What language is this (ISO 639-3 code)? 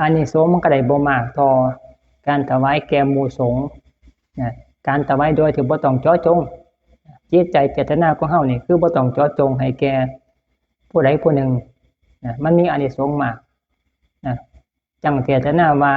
lao